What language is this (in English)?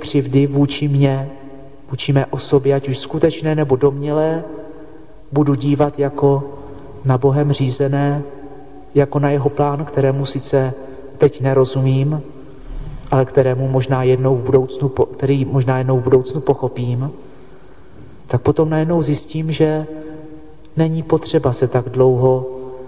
Czech